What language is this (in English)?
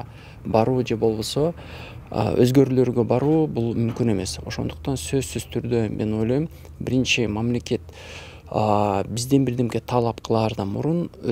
Kyrgyz